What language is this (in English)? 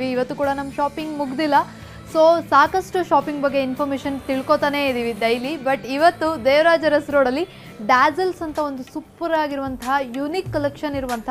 Kannada